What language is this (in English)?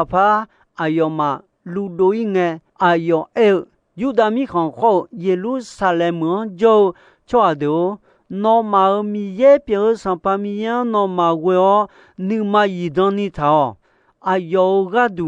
Akha